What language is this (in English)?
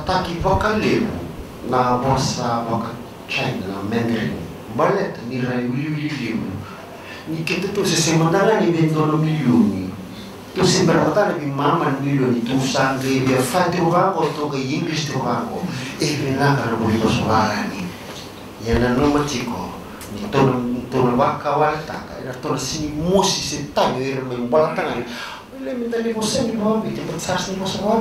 Fijian